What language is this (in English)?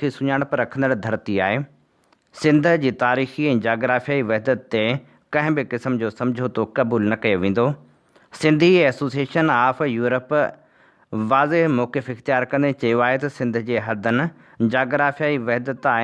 Sindhi